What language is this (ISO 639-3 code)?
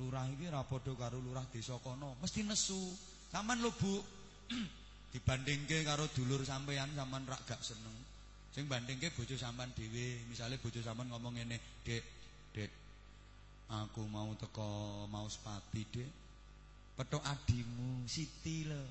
jav